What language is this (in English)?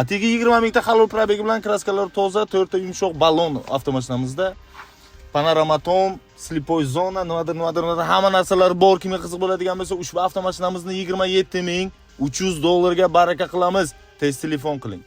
Uzbek